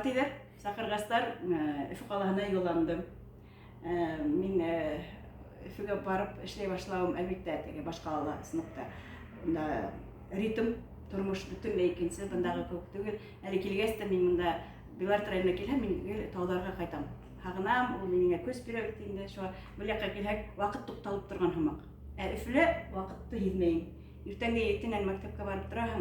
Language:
Bashkir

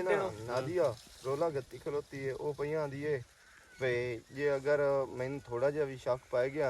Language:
Western Panjabi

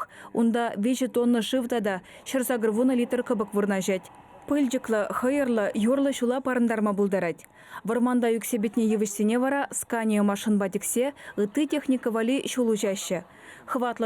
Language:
Chuvash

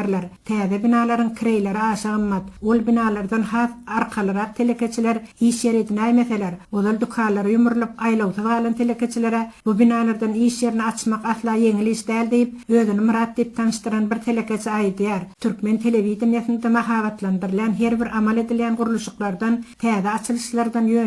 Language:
Turkmen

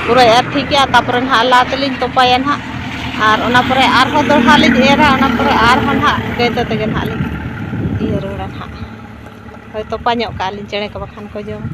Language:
Santali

